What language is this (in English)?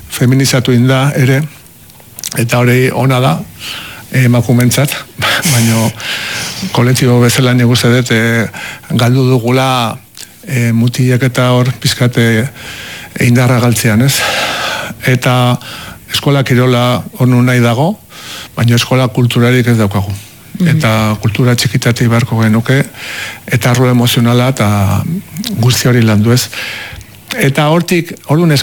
Basque